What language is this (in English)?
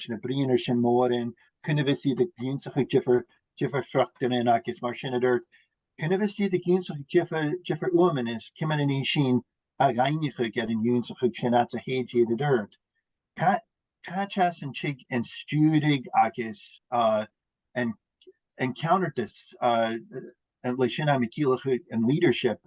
Scottish Gaelic